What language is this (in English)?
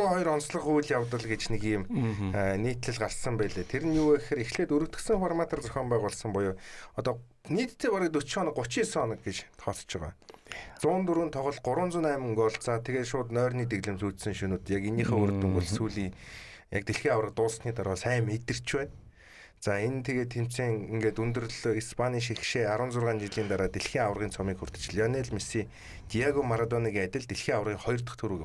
Mongolian